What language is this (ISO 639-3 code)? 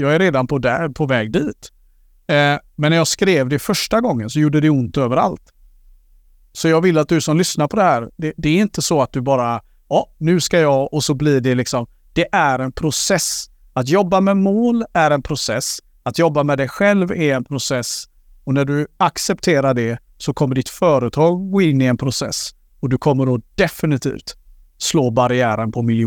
swe